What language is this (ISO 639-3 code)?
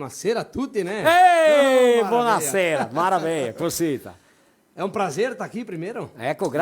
vec